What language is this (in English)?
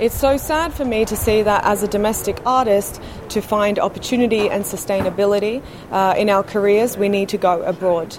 Samoan